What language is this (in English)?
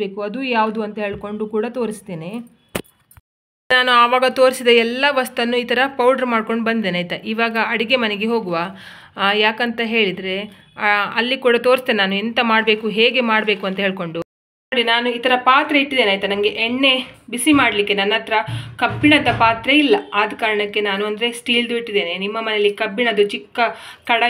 Kannada